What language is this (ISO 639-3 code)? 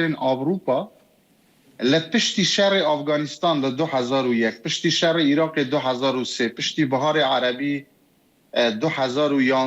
kur